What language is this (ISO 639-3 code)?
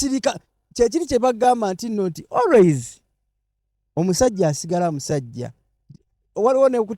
lug